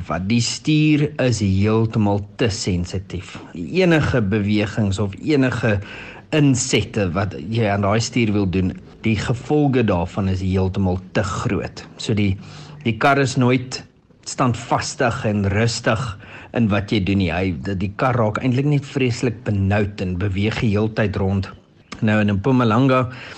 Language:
Afrikaans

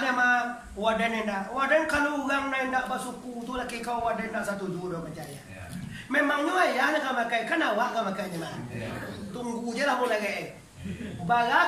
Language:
Minangkabau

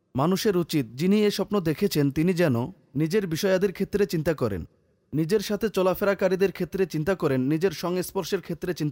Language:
Bangla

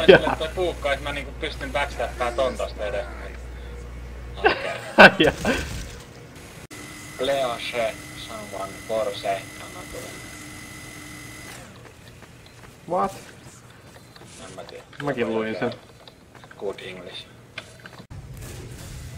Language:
Finnish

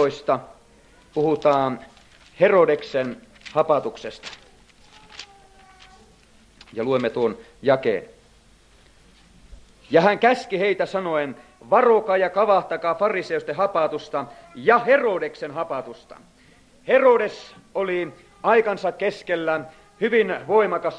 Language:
Finnish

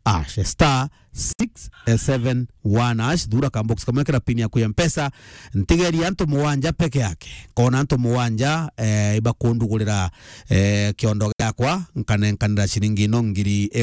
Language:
Meru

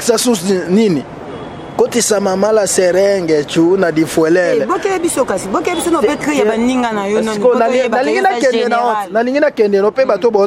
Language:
Lingala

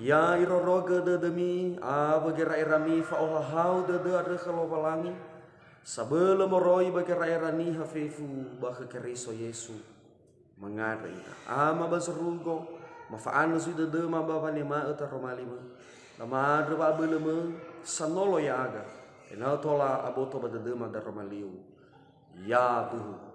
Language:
Nias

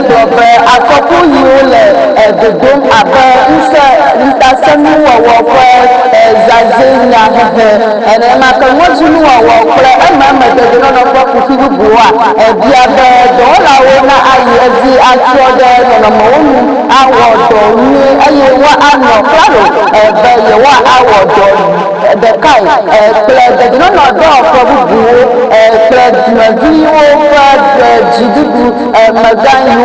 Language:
Ewe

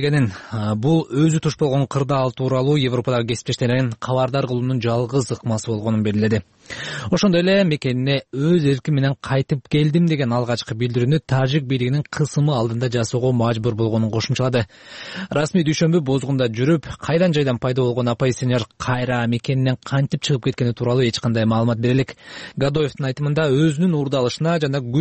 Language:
Kyrgyz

